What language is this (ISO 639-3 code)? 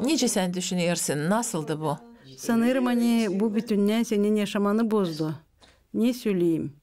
gag